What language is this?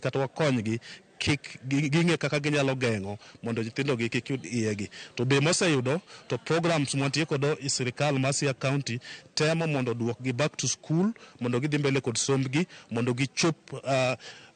Luo (Kenya and Tanzania)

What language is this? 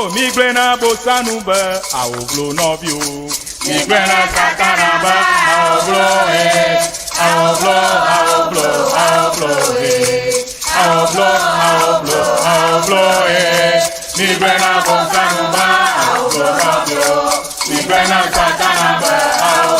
Ewe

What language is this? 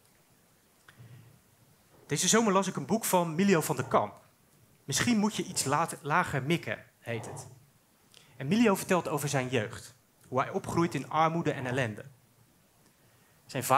Dutch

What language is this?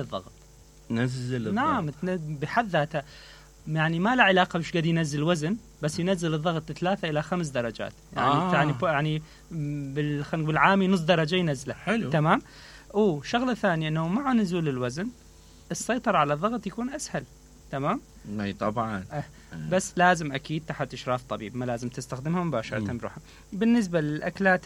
Mesopotamian Arabic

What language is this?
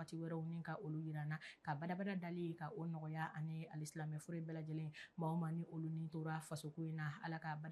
Bambara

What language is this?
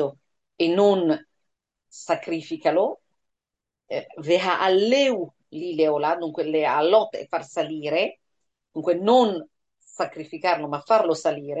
Italian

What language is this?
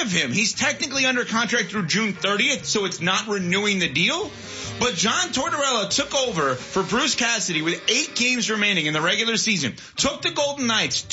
English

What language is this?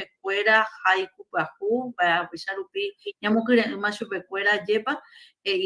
Guarani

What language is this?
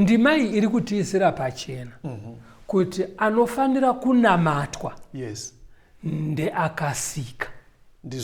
Shona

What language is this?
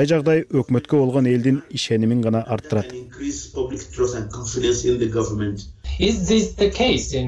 Kyrgyz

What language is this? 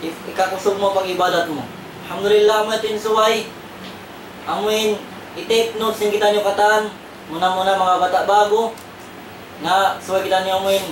Tausug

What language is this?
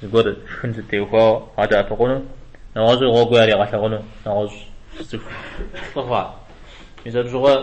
Kabardian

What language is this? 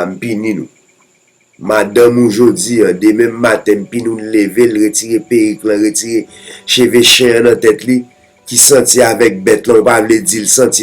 Haitian Creole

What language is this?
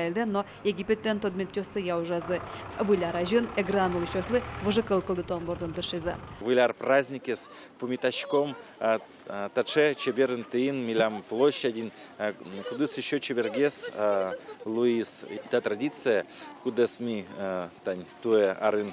Udmurt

